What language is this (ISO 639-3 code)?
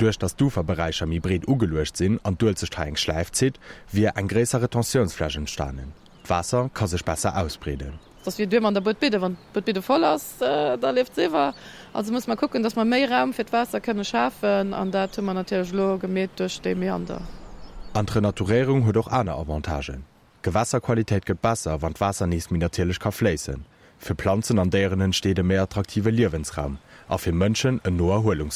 ltz